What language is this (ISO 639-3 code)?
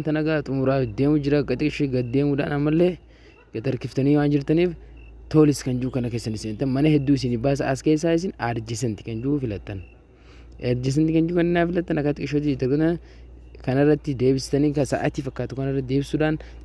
orm